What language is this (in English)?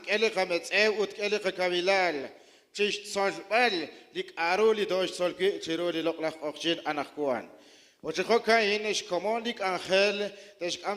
Kekchí